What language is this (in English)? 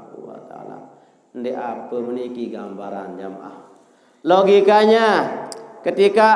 Sasak